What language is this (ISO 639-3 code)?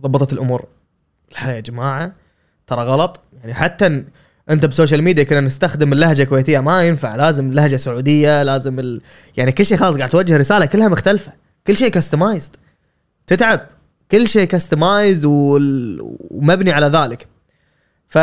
afb